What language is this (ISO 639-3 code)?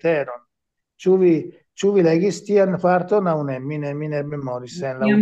epo